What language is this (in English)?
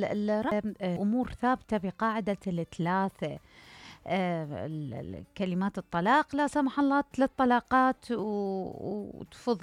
Mesopotamian Arabic